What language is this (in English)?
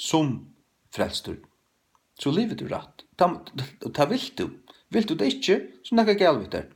Faroese